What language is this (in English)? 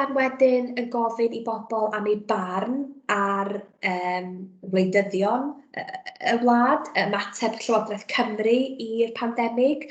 Welsh